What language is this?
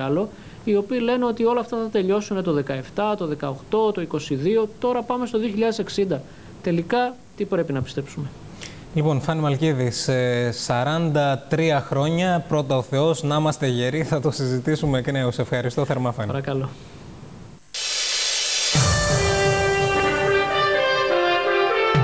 Greek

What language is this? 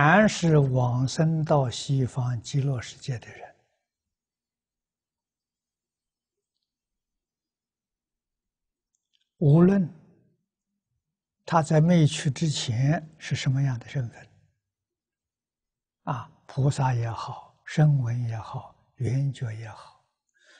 Chinese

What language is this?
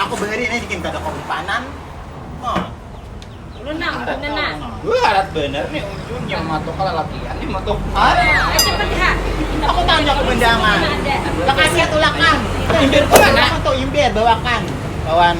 Banjar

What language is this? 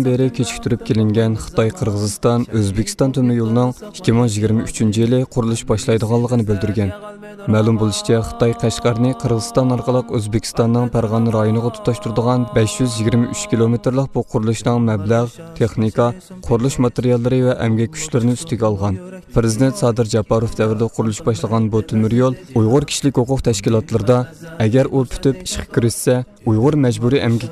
Uyghur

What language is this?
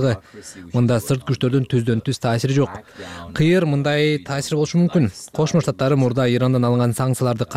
Kyrgyz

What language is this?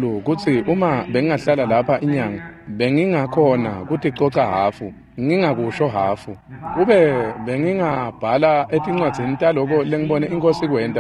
Swati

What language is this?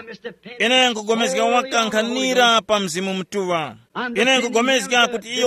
Tumbuka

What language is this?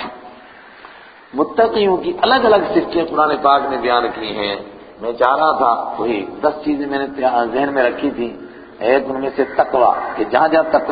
Urdu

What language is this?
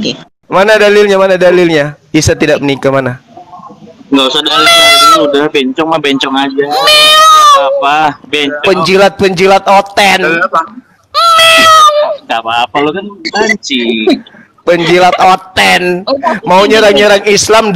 Indonesian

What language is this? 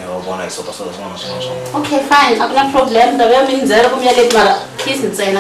Tsonga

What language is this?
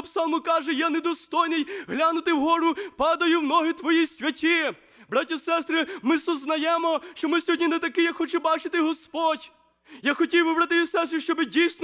Ukrainian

